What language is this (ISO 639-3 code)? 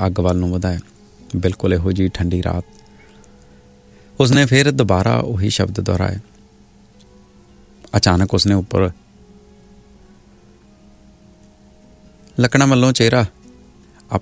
pan